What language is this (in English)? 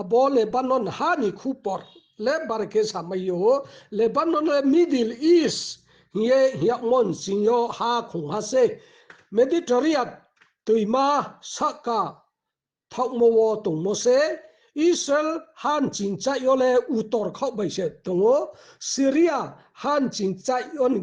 Riang (India)